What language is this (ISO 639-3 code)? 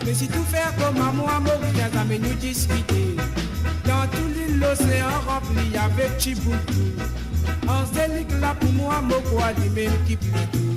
mfe